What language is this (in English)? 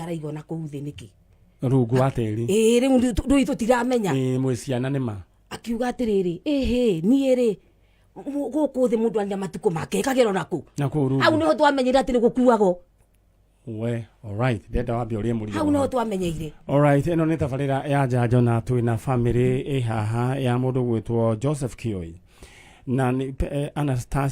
Kikuyu